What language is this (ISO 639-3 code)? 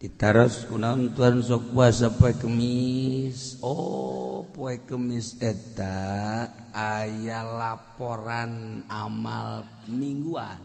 sun